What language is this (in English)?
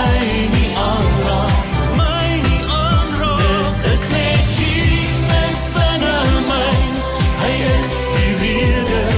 Afrikaans